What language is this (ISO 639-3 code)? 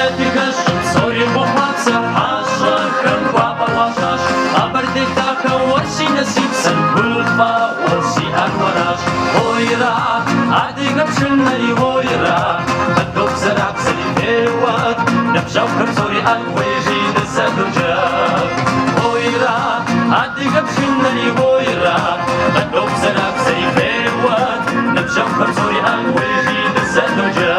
kbd